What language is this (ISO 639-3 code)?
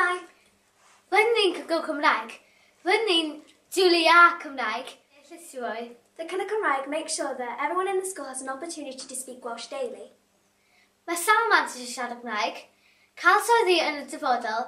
cym